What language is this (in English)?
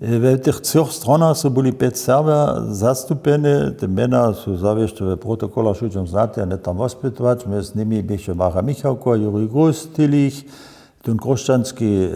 Upper Sorbian